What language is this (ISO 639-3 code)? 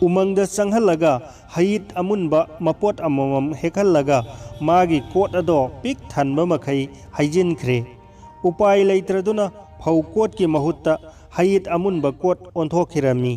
mni